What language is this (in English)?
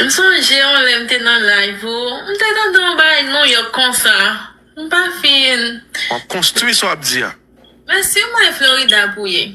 Haitian Creole